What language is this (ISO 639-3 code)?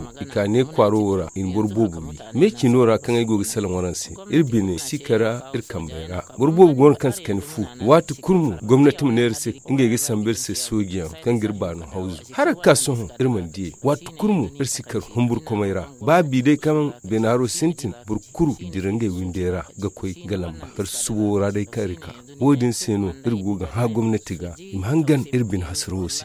dje